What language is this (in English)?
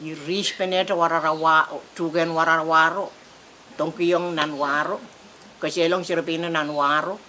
Pohnpeian